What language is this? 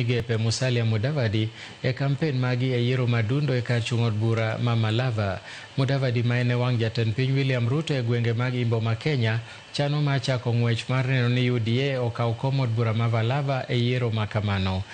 Luo (Kenya and Tanzania)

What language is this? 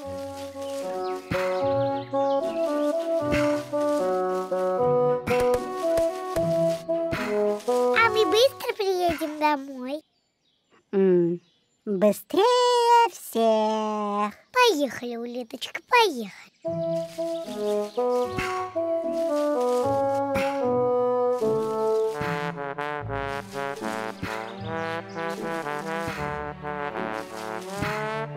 Russian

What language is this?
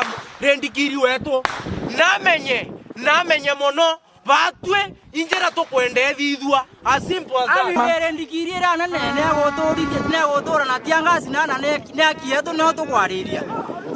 Meru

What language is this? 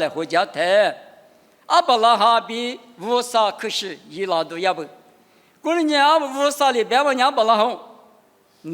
Lisu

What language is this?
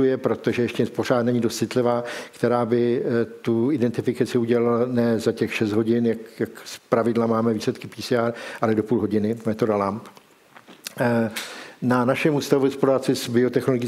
Czech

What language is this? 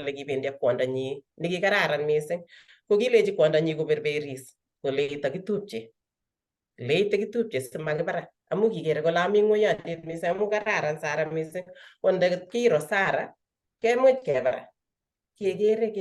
Kalenjin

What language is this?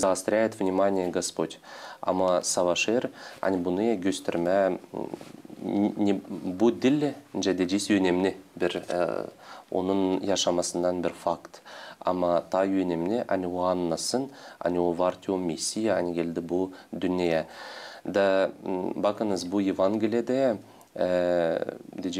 Gagauz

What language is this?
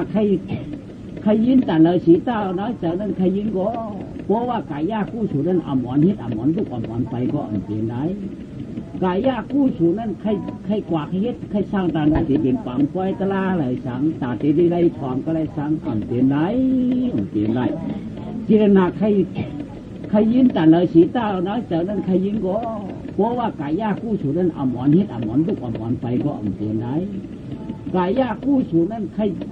Shan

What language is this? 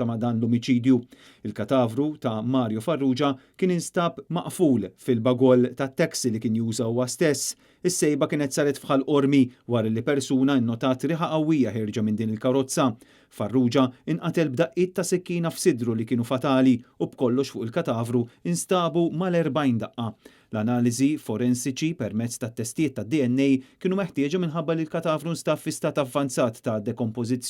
Maltese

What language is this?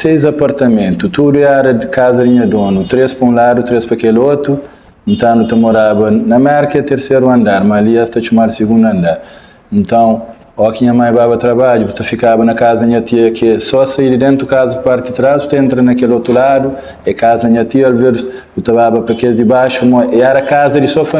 Kabuverdianu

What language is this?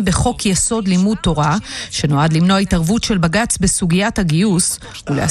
Hebrew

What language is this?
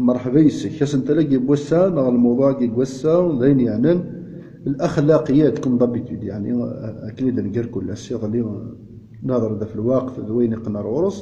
Kabyle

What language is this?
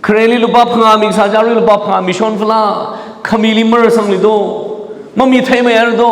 Tangkhul Naga (India)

